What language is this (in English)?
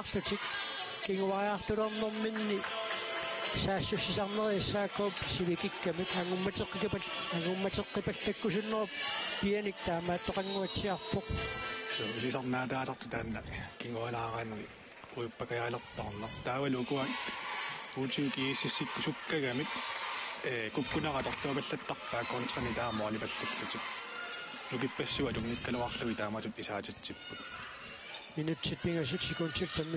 Kalaallisut